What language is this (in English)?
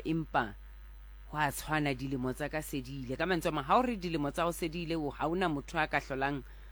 Southern Sotho